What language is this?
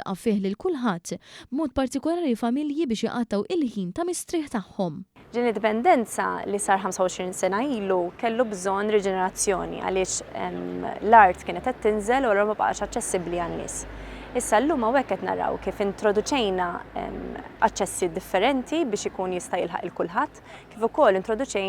Maltese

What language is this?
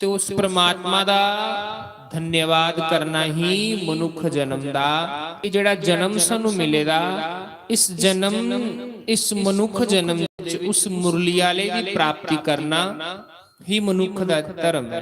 Dogri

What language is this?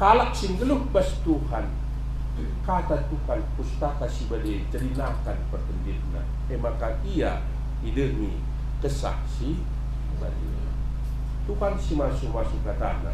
Batak Karo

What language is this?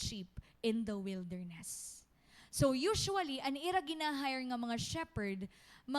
Waray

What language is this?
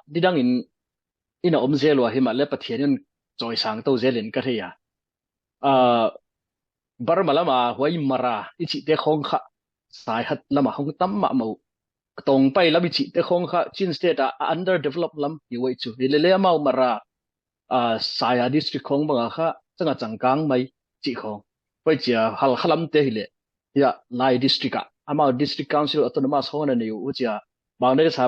Tedim Chin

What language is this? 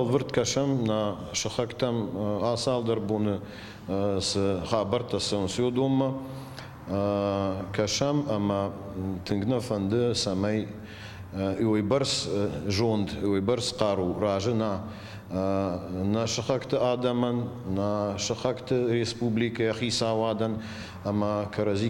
Ossetic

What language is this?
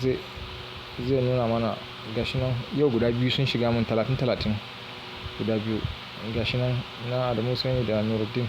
Hausa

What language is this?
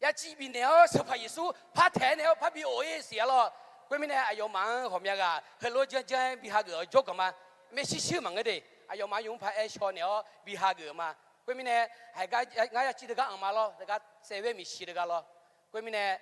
Akha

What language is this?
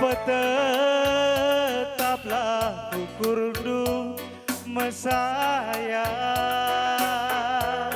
Batak Karo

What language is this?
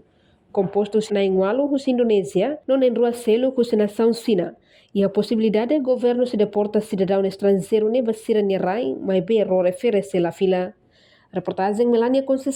Tetum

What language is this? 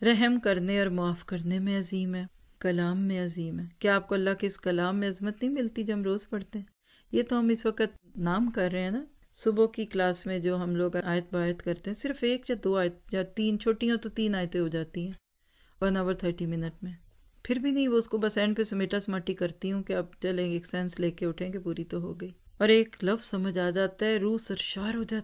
Urdu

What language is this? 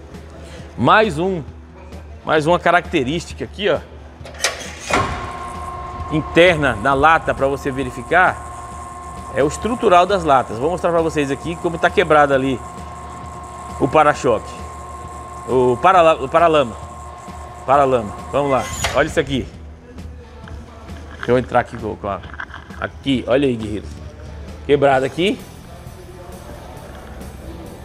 Portuguese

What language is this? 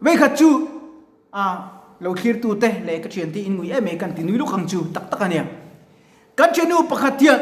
Mizo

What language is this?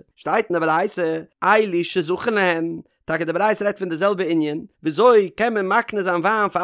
Yiddish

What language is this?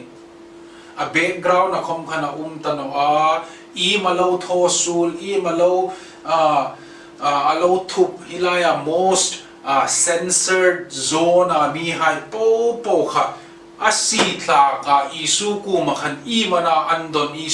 Hmar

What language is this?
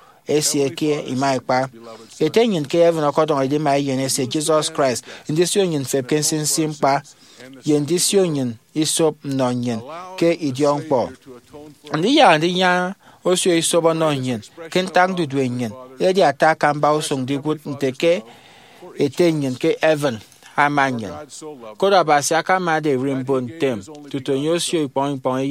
Efik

